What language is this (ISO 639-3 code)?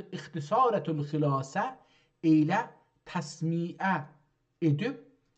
azb